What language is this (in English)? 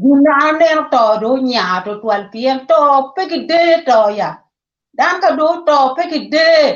Acoli